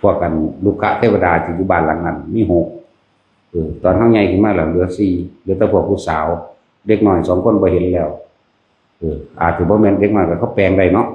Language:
Northeastern Thai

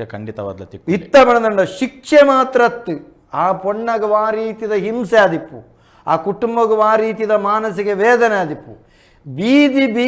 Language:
Tulu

